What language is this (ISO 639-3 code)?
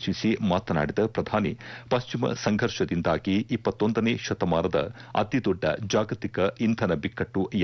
kan